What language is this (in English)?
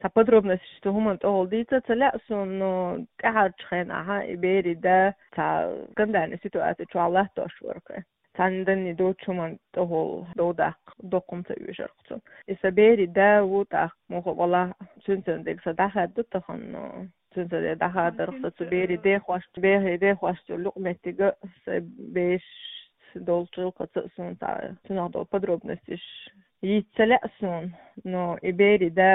Chechen